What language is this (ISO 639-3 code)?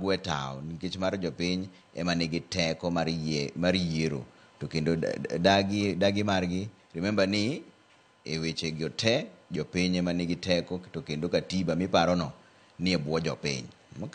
luo